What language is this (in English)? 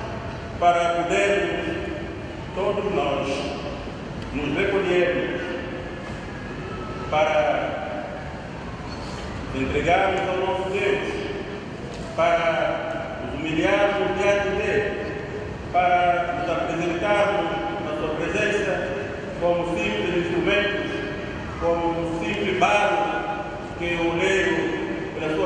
Portuguese